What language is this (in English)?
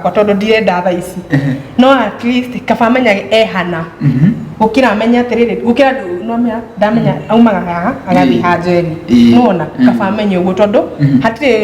Kikuyu